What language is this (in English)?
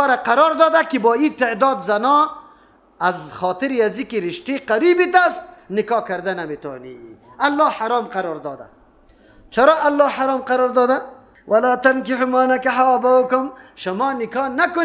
Persian